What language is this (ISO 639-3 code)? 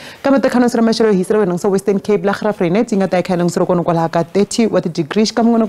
tso